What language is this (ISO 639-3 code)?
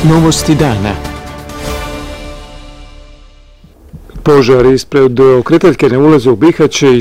bos